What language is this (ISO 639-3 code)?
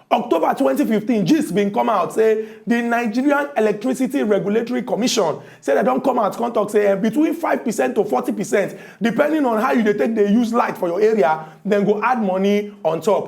pcm